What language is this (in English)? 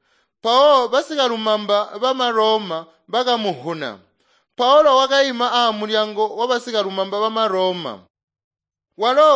Tonga (Zambia)